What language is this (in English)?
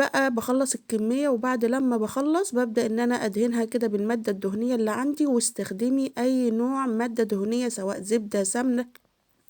Egyptian Arabic